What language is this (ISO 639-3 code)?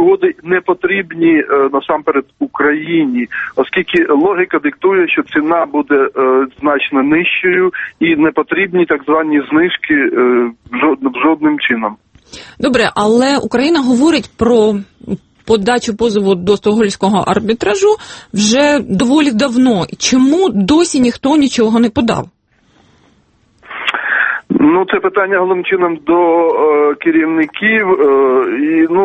ukr